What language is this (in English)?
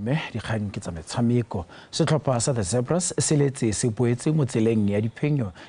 Tswana